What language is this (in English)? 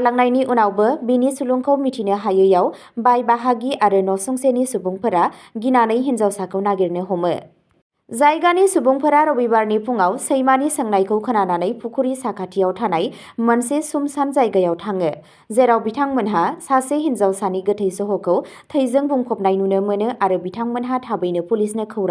Bodo